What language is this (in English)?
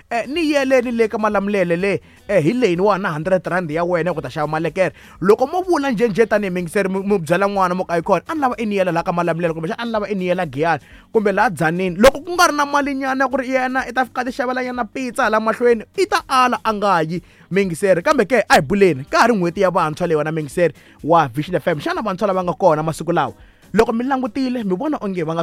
Tsonga